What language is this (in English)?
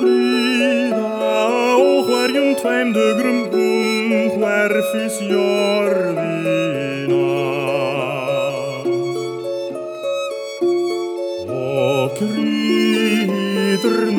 Icelandic